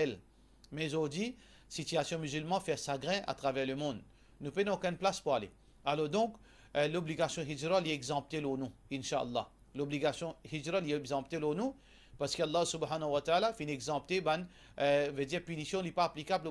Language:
Morisyen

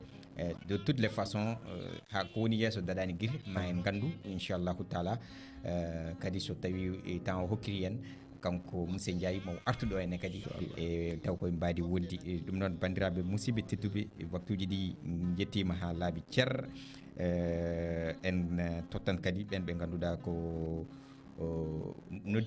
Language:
Fula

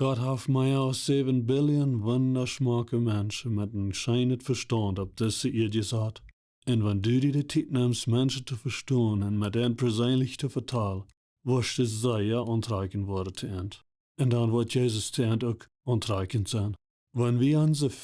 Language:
Plautdietsch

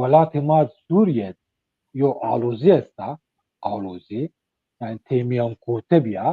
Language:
Zaza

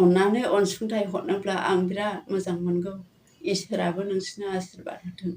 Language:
Bodo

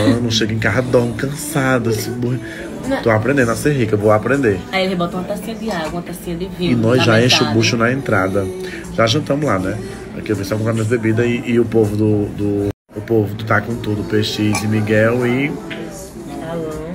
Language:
Portuguese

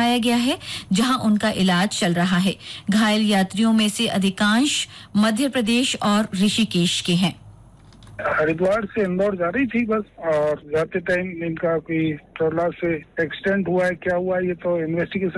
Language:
Hindi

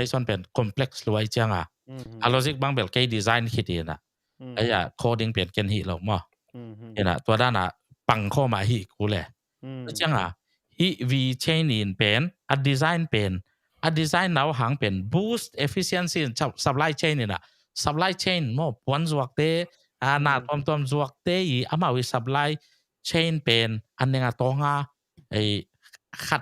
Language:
Tedim Chin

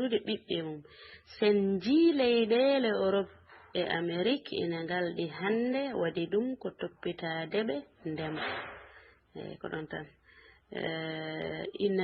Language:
Fula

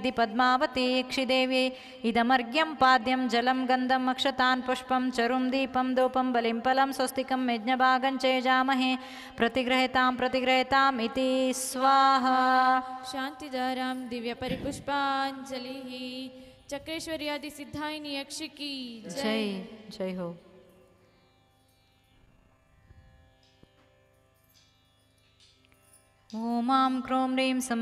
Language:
Kannada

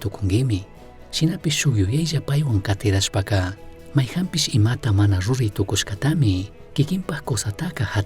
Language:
Chimborazo Highland Quichua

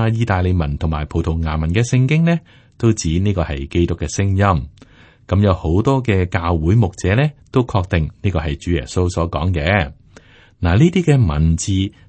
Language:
Cantonese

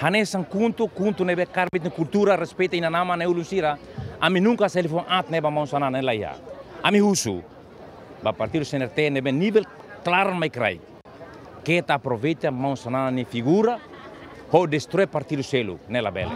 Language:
Tetum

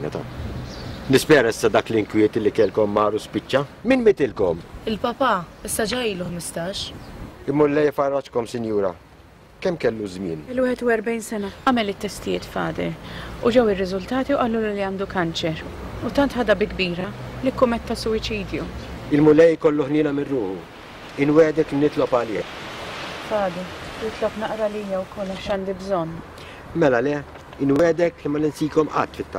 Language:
Maltese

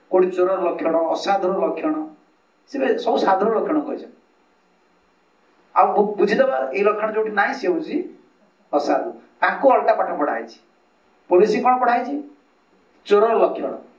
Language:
Odia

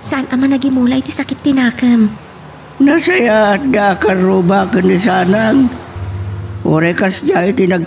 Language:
Iloko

